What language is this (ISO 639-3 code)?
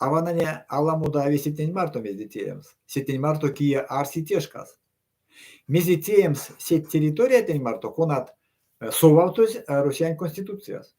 myv